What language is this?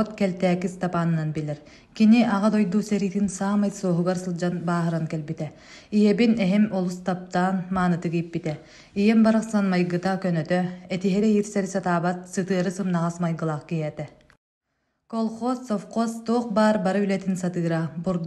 Yakut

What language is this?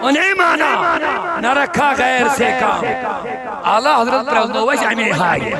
Kashmiri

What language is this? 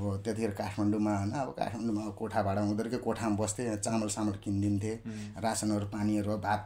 Nepali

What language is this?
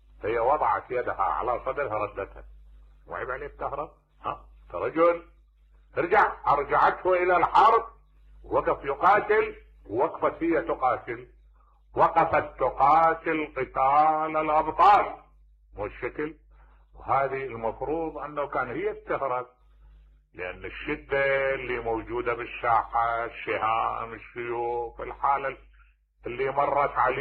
Mesopotamian Arabic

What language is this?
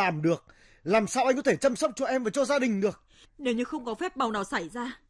Vietnamese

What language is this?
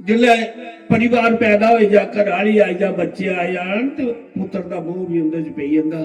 Dogri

